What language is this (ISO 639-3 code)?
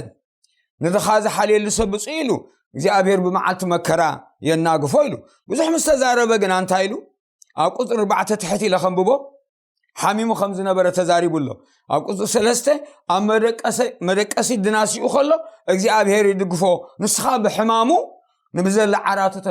tir